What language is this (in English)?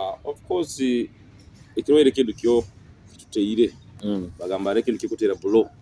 Nyoro